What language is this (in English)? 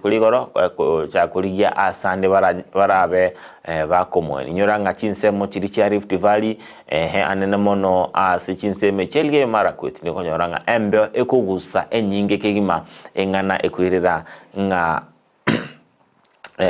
Gusii